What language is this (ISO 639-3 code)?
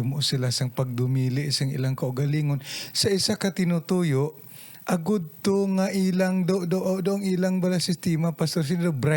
hil